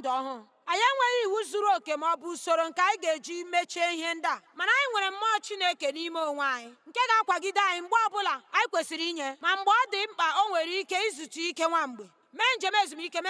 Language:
Igbo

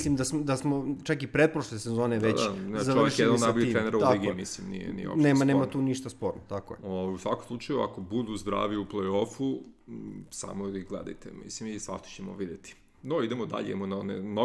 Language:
Serbian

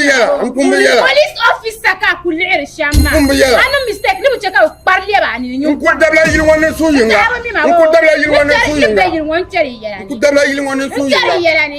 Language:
Dagbani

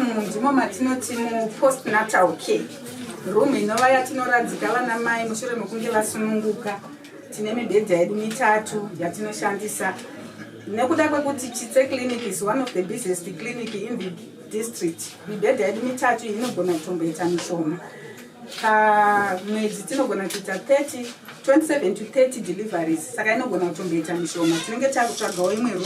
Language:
Shona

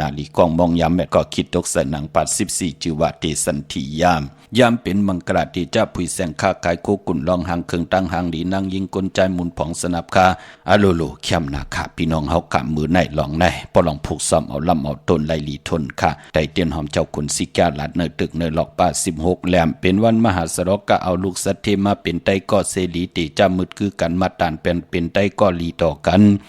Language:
Shan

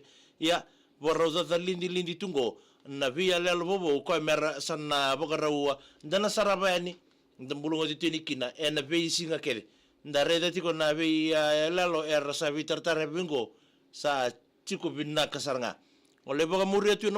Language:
Fijian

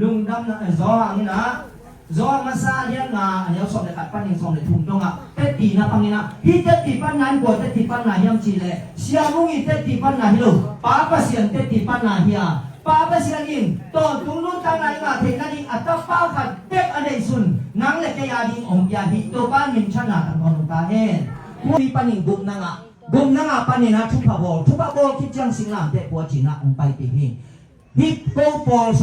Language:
Tedim Chin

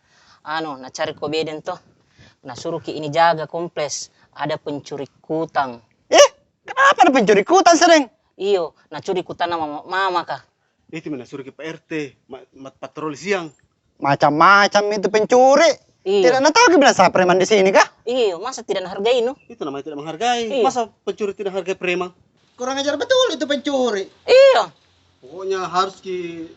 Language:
Makassar Malay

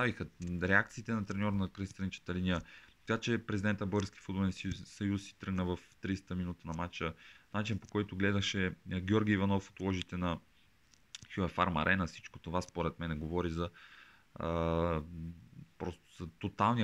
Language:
Bulgarian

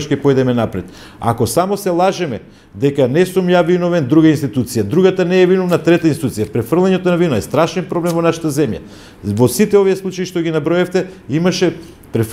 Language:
Macedonian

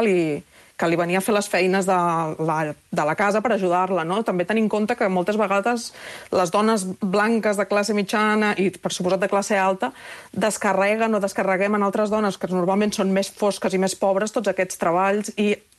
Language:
Catalan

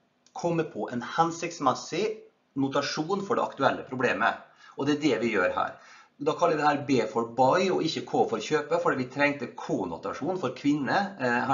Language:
Norwegian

